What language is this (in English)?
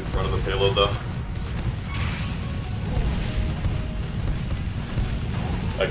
English